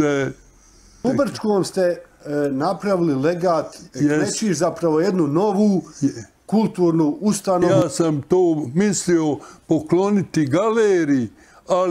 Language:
Bosnian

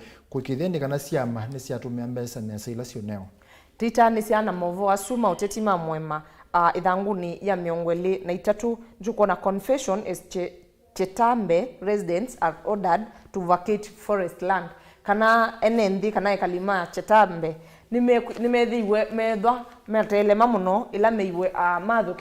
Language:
Kamba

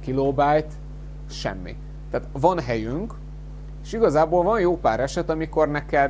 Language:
Hungarian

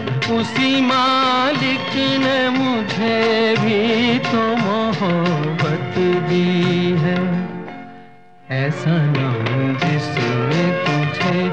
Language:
Hindi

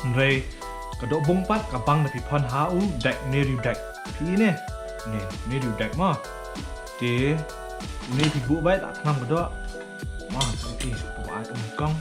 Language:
Khasi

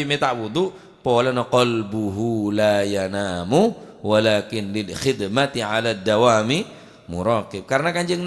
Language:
Madurese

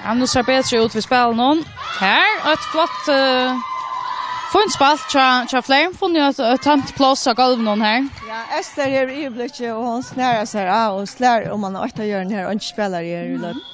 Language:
Faroese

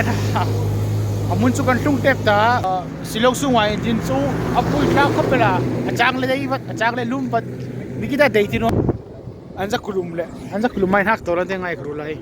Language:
Hmar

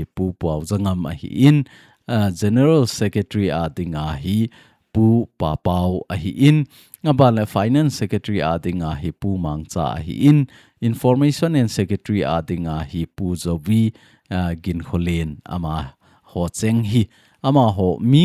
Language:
Thado Chin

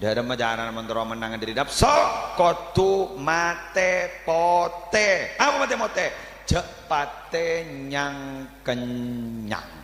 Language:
Madurese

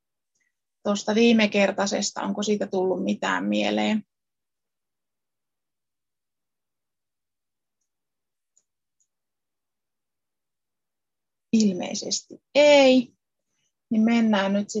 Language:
Finnish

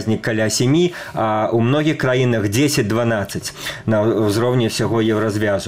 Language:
Belarusian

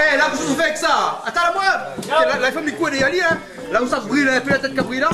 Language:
Réunion Creole French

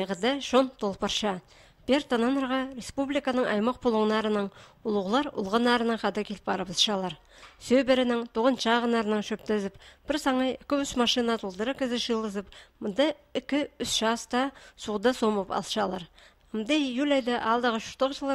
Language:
Khakas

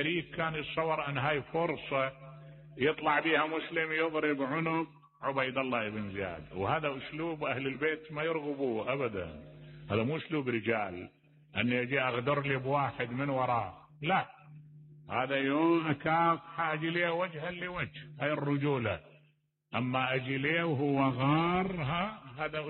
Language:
Mesopotamian Arabic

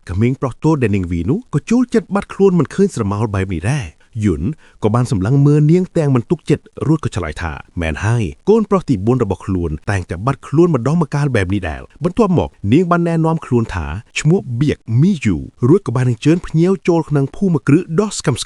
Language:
Khmer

